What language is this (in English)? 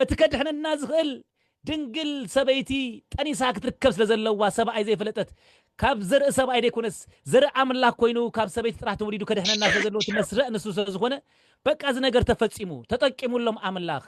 Tigrinya